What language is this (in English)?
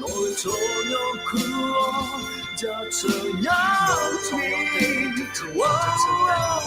Akha